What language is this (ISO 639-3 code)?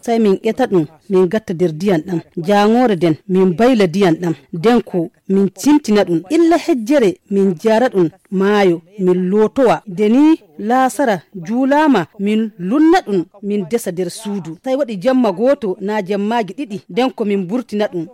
ful